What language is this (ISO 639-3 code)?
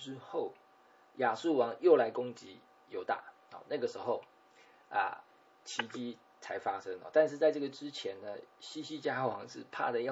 zho